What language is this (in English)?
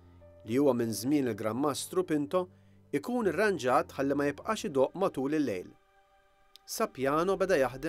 Maltese